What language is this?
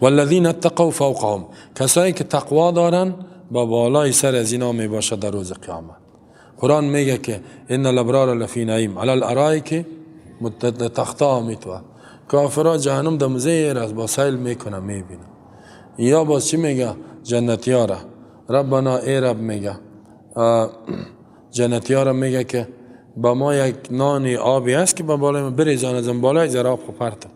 Persian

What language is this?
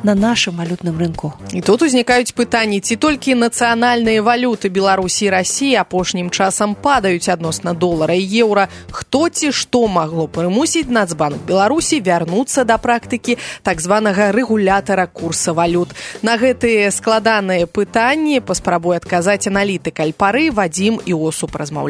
Belarusian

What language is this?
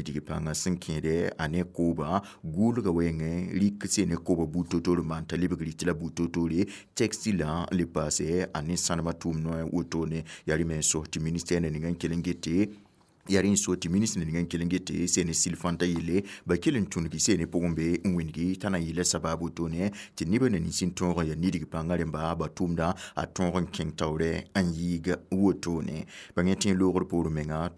Mossi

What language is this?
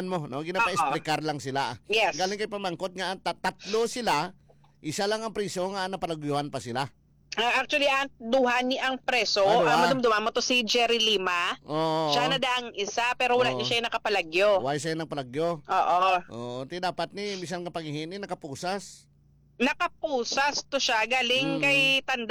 Hiligaynon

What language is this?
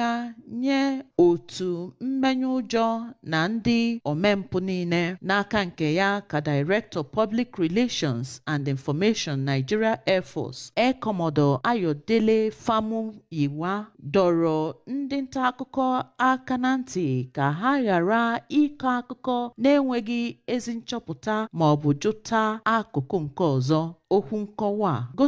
Igbo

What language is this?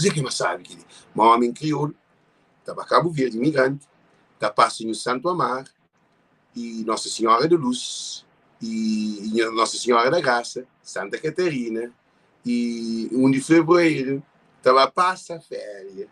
Kabuverdianu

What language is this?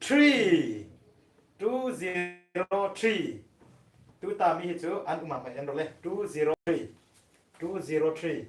Hmar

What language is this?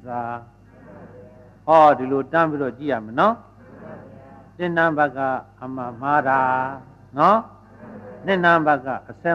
Burmese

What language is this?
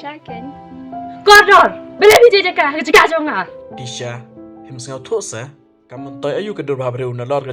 Khasi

